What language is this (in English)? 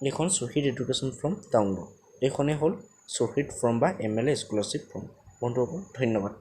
Assamese